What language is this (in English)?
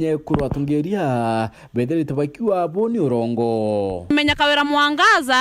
Meru